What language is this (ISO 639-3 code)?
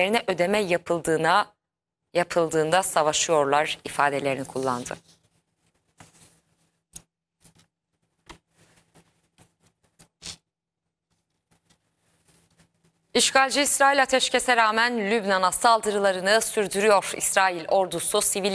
tur